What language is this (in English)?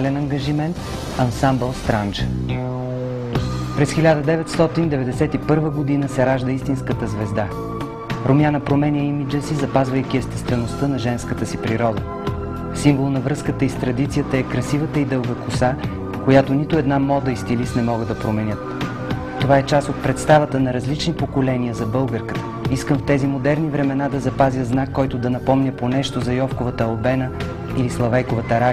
Bulgarian